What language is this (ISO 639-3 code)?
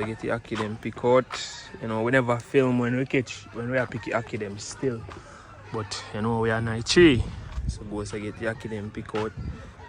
jam